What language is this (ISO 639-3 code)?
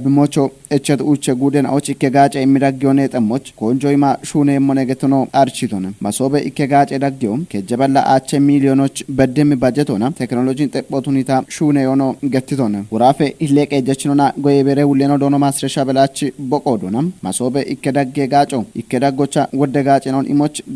kbr